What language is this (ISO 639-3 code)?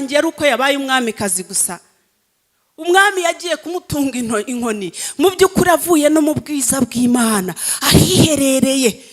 kin